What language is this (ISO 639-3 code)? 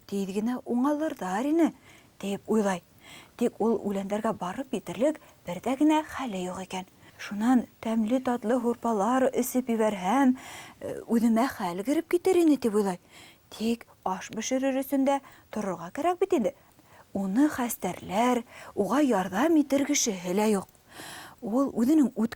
bak